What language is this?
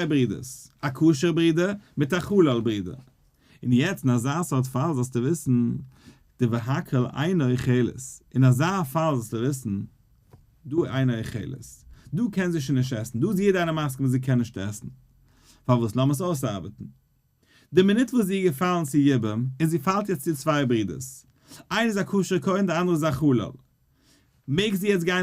Yiddish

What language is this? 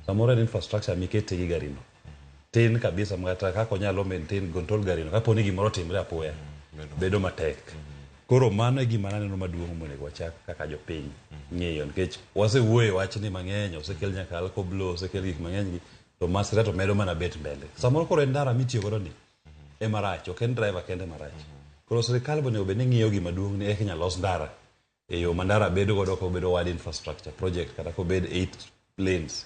Luo (Kenya and Tanzania)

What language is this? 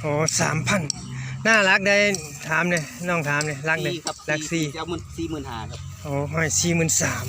Northeastern Thai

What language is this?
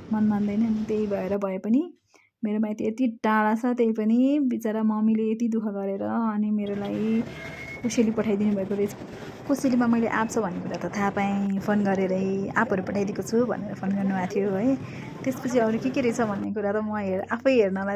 Nepali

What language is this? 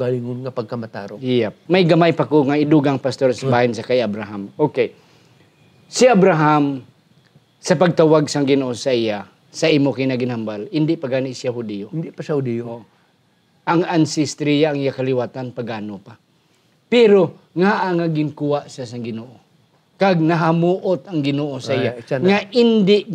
Hiligaynon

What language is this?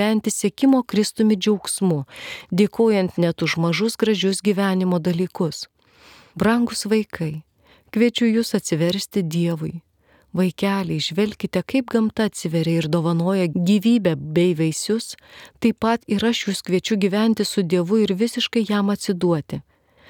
Lithuanian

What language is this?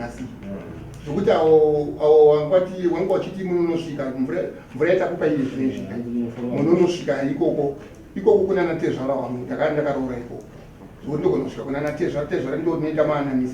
Shona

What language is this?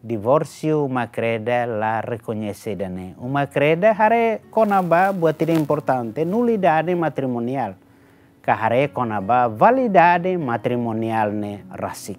Tetum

